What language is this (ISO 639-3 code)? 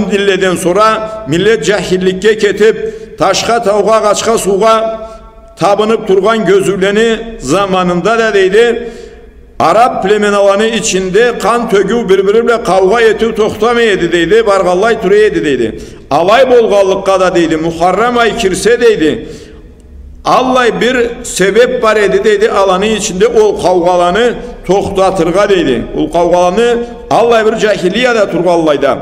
krc